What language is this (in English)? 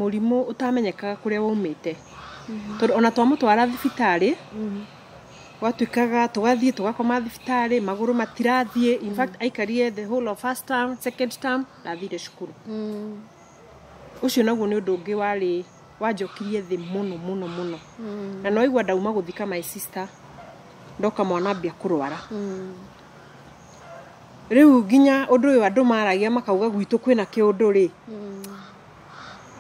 Kikuyu